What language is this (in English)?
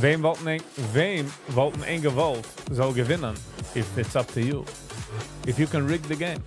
Yiddish